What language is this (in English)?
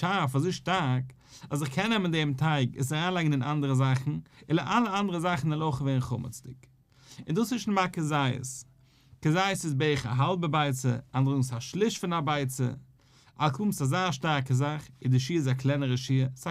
Yiddish